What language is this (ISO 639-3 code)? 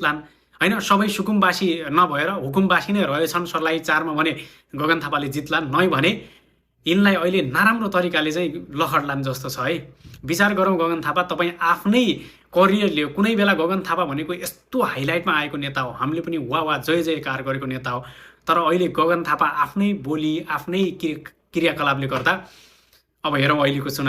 nep